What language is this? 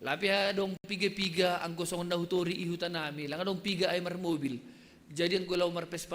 Batak Simalungun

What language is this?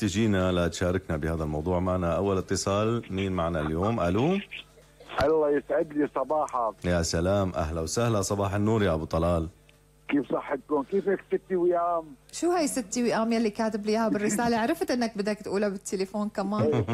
North Levantine Arabic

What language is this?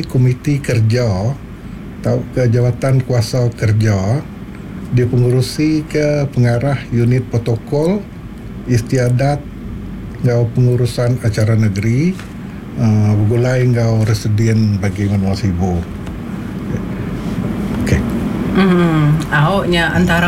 Iban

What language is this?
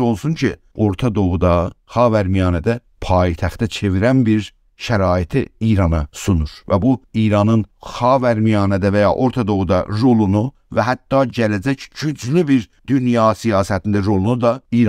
South Azerbaijani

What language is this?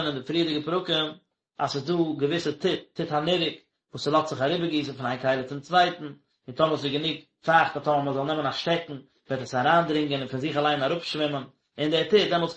Yiddish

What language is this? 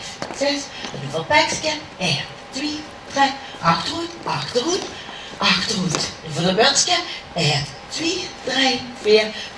Limburgish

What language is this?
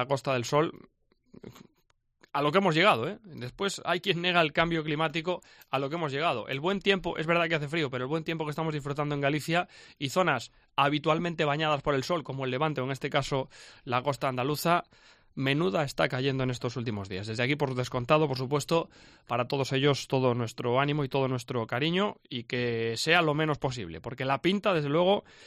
Spanish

